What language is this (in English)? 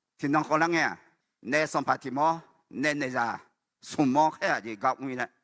Akha